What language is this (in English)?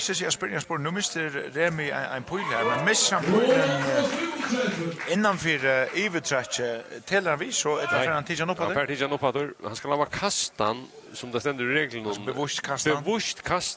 Faroese